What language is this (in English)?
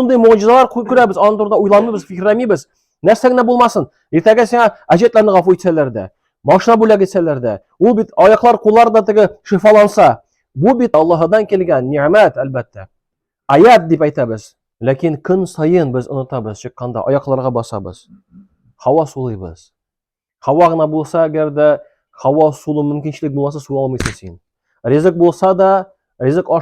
Tatar